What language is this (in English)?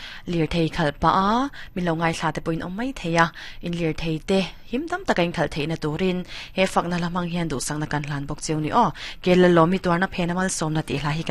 Mizo